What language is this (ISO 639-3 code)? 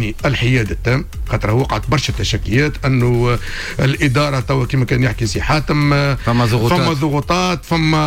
aeb